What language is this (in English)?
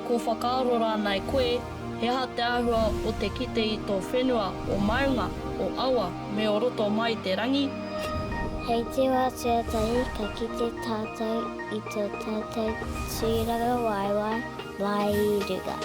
Māori